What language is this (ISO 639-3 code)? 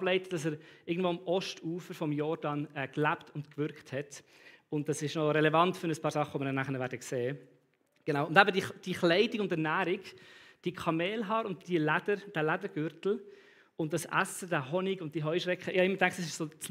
gsw